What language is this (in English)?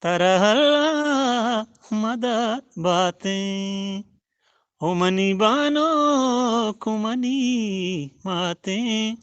Eastern Balochi